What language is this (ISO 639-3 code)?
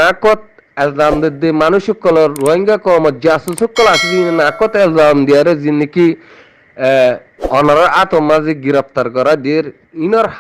rhg